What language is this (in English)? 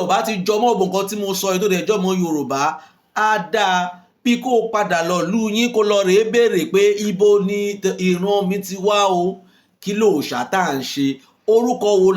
Yoruba